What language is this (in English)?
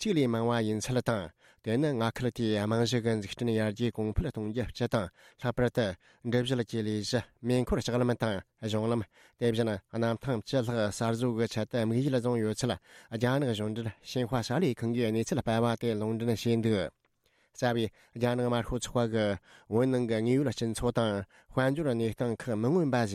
Tibetan